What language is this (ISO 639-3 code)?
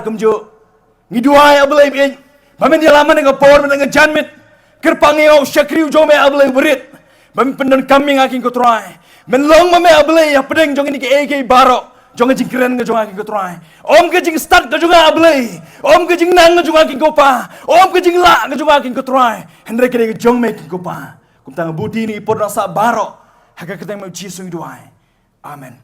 kha